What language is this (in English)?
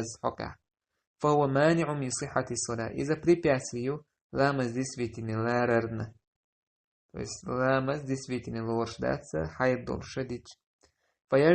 Chechen